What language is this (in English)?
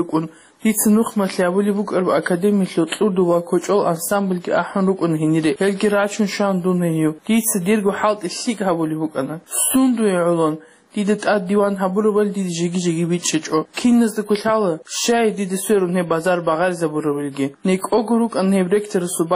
Avaric